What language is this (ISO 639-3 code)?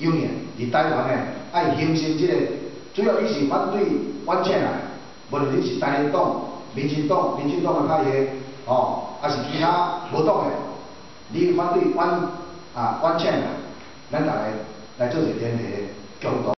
nan